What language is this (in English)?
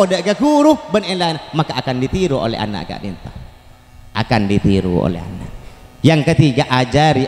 Madurese